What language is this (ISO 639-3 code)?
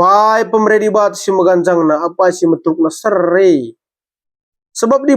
btx